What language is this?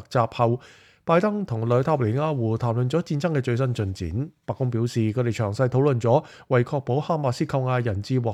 Cantonese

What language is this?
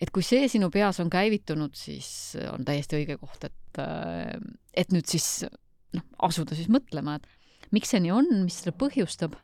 Estonian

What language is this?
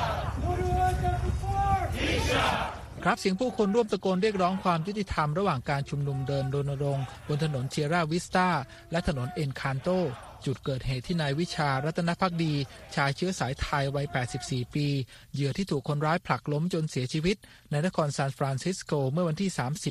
Thai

